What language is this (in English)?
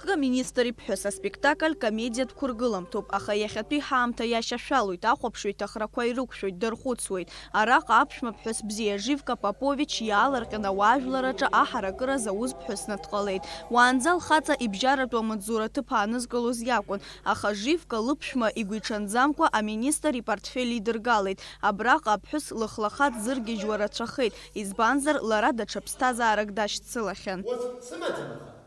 Abkhazian